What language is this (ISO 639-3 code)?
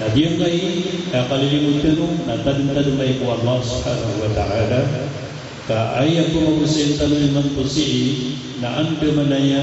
mrw